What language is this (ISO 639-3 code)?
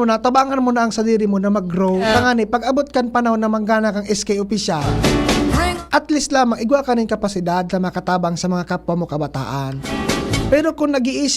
bik